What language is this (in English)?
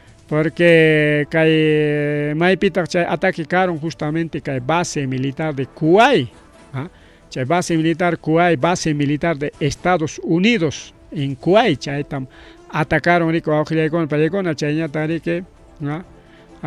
Ayacucho Quechua